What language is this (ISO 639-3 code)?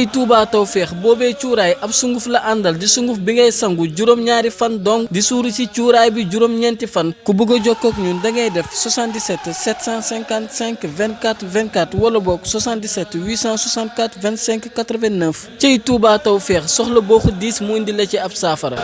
wol